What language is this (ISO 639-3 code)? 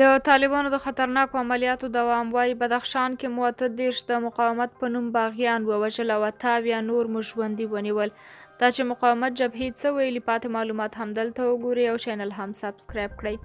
pus